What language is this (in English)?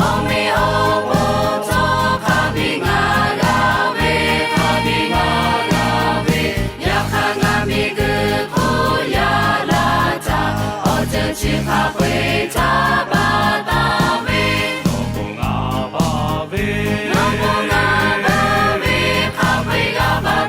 Lahu